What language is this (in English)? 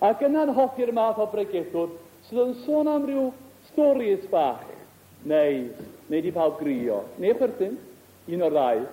Welsh